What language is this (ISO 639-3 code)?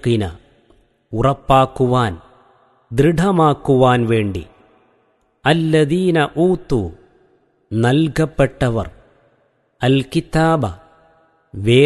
mal